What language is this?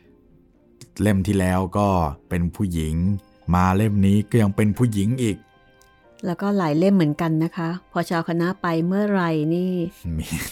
Thai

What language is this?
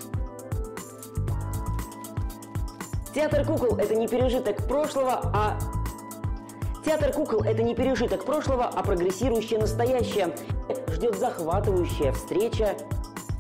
Russian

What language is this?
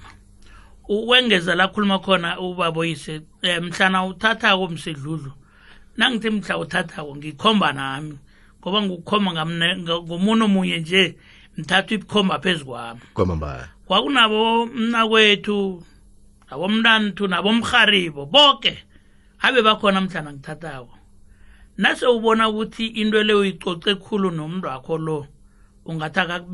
South Ndebele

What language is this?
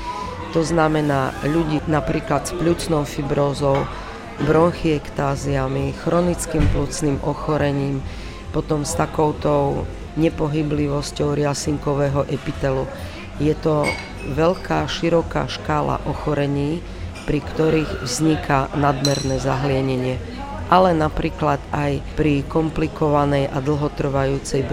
Slovak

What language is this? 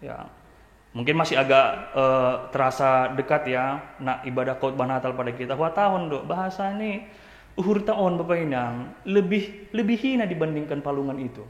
Batak Simalungun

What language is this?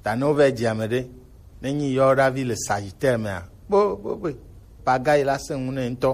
Gen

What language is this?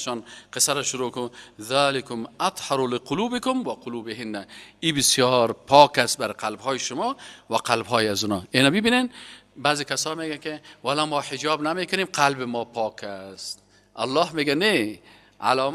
Persian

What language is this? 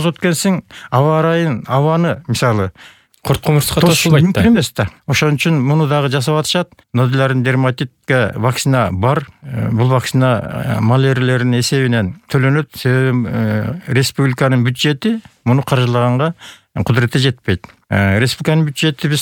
Kyrgyz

